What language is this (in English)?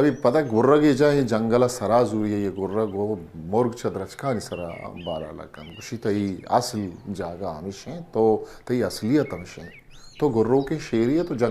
Eastern Balochi